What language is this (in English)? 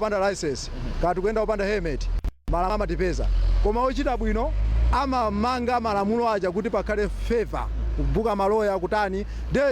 Nyanja